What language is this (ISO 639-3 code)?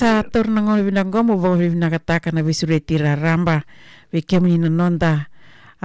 fij